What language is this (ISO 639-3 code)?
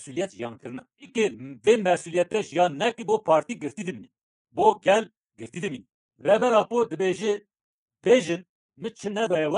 kur